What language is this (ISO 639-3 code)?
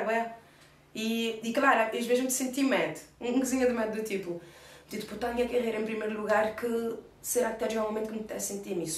kea